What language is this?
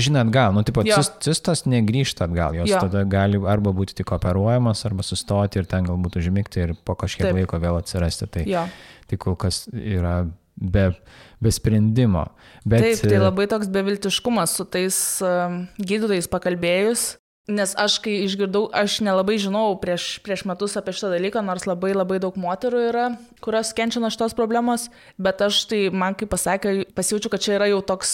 Lithuanian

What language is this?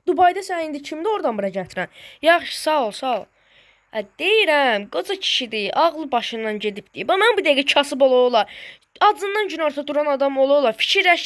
Azerbaijani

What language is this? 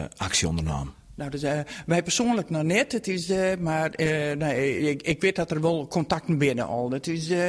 Western Frisian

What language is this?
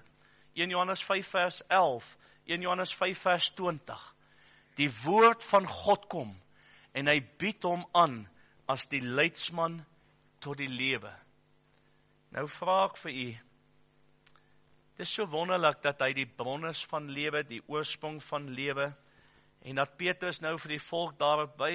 Afrikaans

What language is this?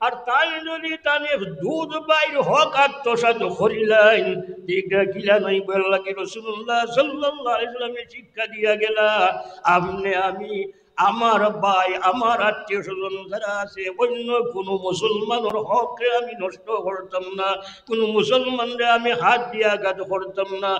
Sylheti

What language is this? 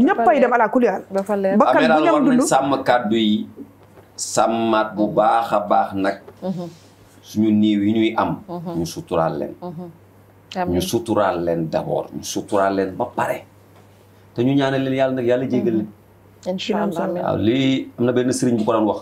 Wolof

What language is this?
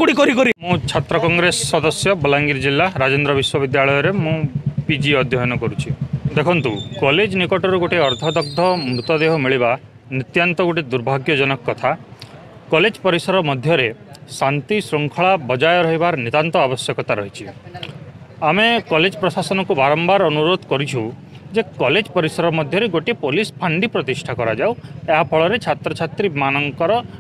Odia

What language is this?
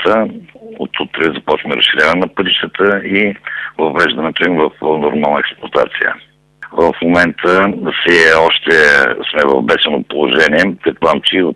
Bulgarian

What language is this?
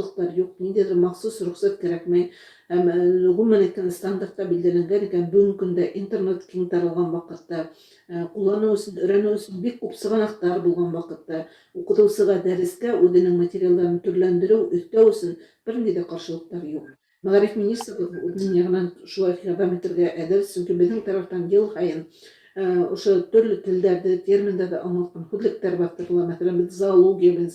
Bashkir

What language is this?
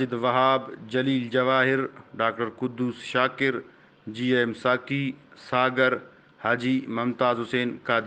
Brahui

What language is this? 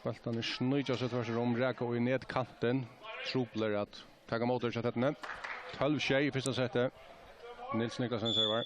Faroese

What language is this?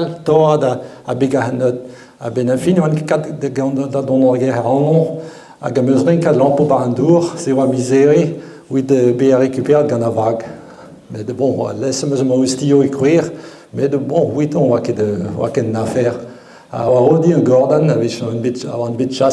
Breton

